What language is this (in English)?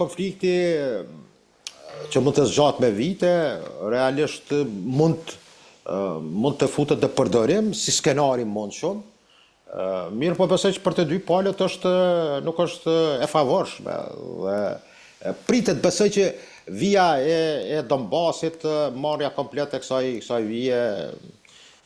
Albanian